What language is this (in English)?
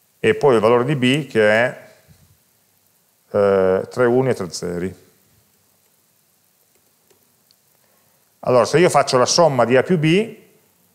Italian